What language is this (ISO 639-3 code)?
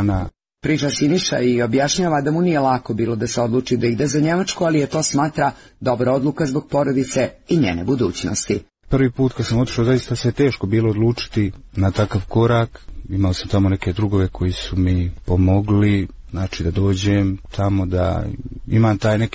hrv